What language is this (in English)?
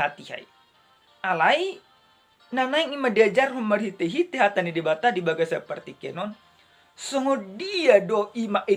Batak Toba